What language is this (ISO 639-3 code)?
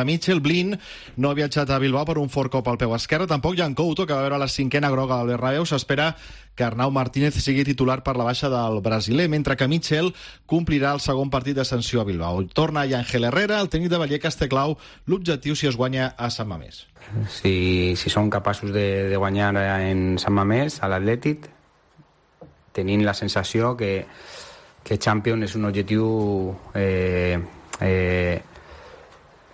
cat